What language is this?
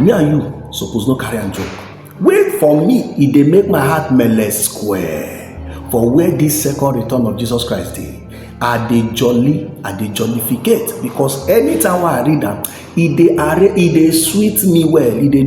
Nigerian Pidgin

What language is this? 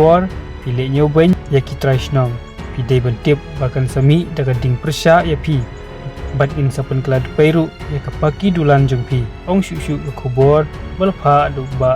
Khasi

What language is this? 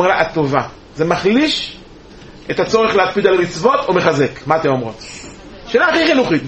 Hebrew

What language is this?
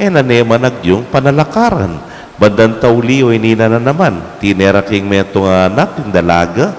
Pampanga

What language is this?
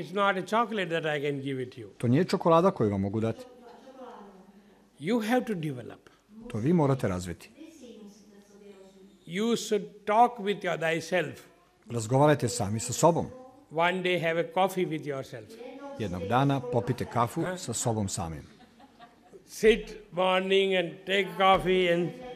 Serbian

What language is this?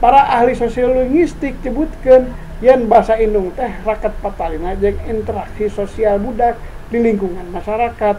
Sundanese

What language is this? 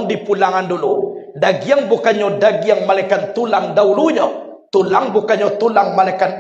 Minangkabau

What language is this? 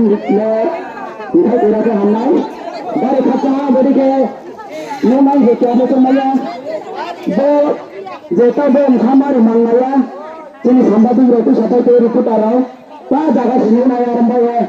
Riang (India)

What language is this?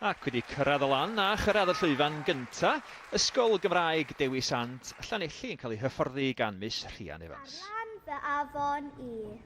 Welsh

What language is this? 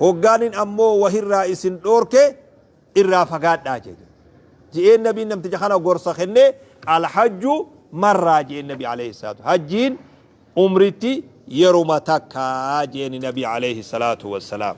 Oromo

